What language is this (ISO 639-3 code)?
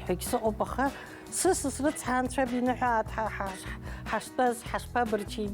abk